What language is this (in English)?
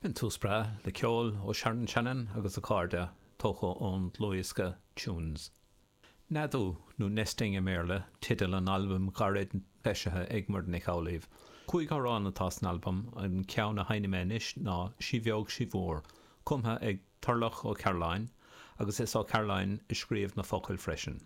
Irish